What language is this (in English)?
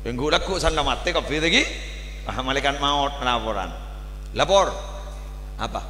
Madurese